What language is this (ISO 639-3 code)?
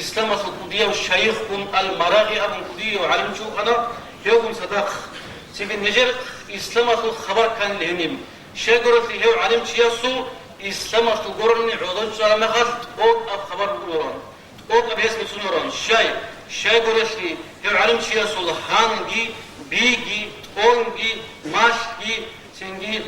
ava